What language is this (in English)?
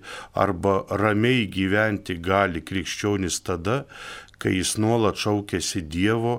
Lithuanian